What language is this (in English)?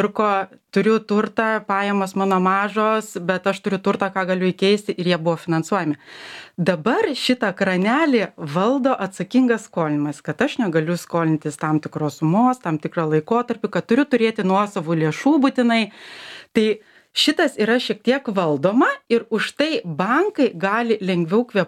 Lithuanian